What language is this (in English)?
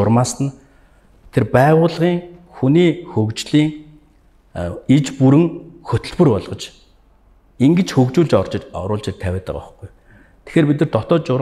Mongolian